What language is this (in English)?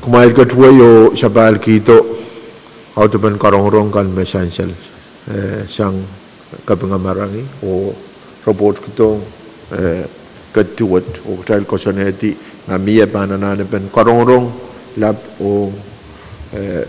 Pohnpeian